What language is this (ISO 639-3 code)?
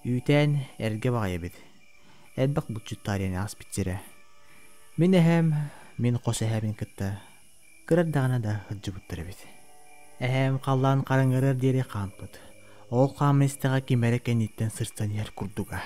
sah